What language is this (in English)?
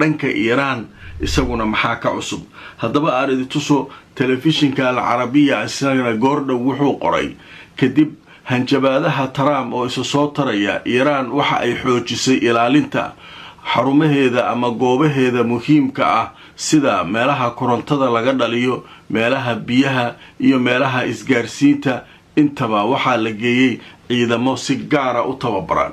Somali